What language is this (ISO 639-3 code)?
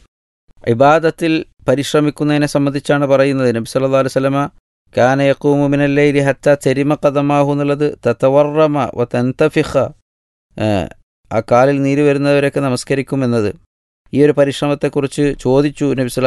mal